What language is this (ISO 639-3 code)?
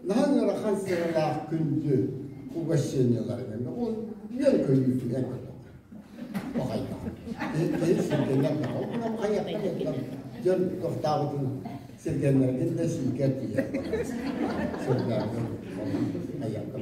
sah